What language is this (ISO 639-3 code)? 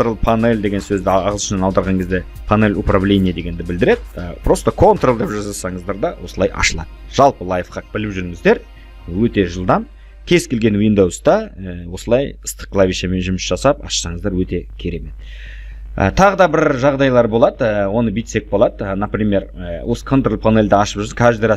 kaz